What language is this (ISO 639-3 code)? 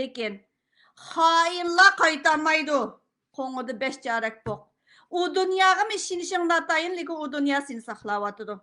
uig